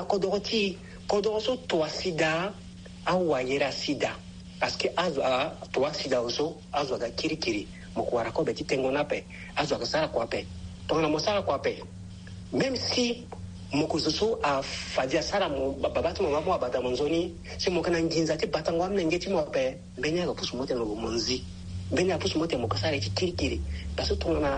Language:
Sango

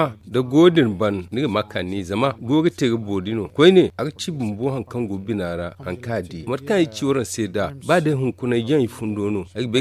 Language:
Zarma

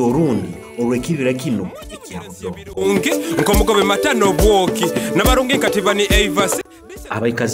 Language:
Nyoro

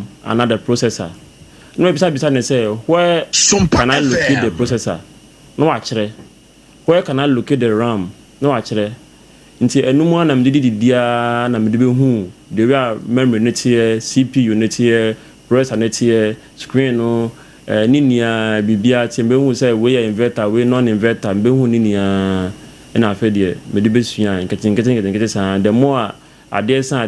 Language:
Akan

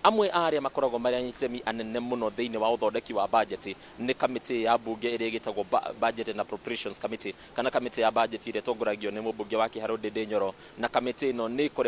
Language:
Kikuyu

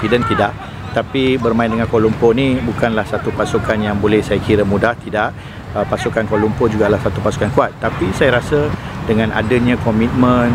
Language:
Malay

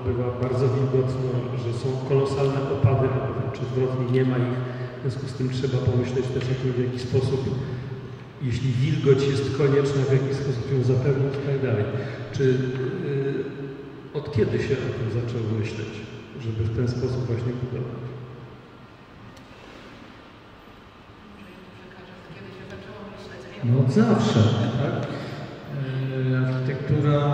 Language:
Polish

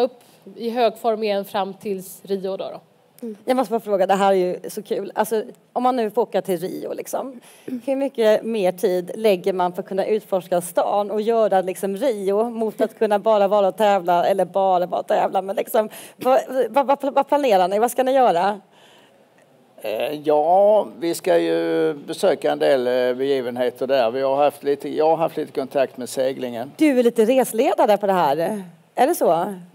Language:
Swedish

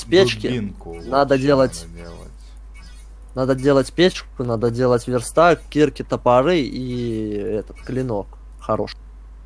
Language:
Russian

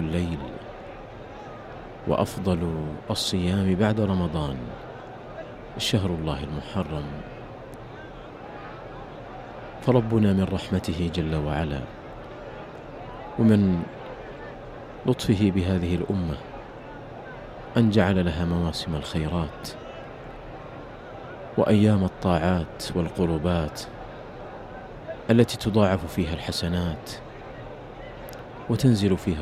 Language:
Arabic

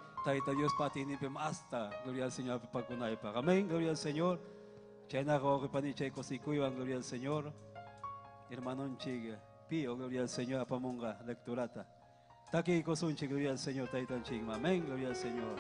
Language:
Ayacucho Quechua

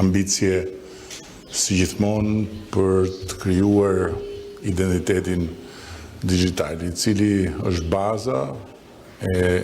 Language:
Albanian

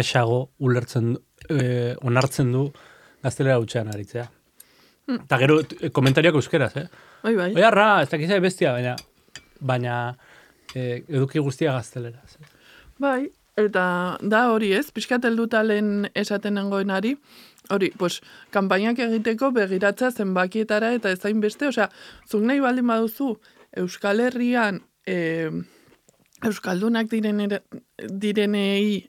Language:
Basque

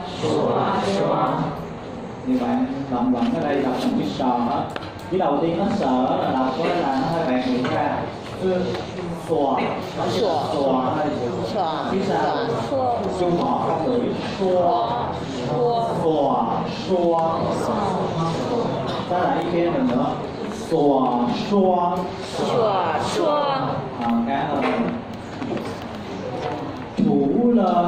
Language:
Vietnamese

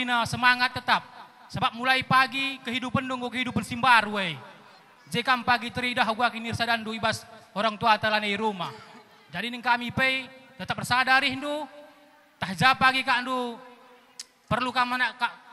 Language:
Batak Karo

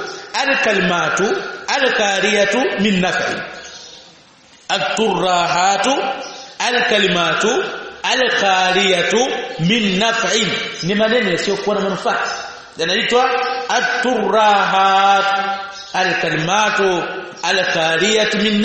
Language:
Swahili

